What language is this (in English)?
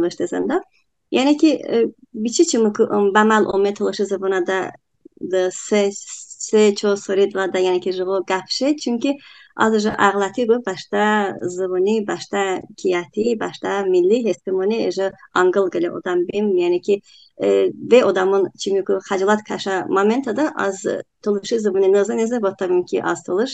Talysh